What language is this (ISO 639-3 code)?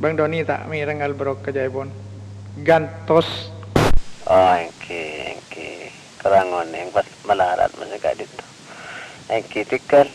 mad